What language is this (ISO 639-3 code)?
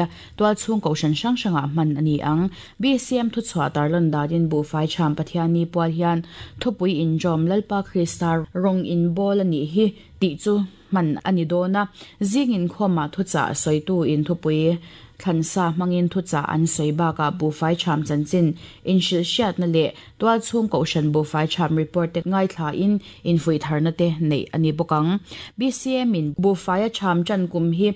lus